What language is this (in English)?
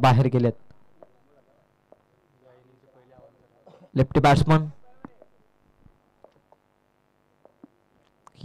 Marathi